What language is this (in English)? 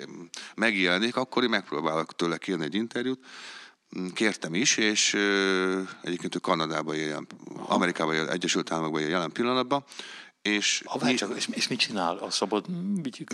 Hungarian